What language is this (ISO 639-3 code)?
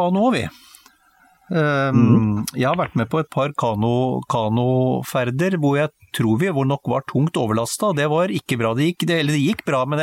nor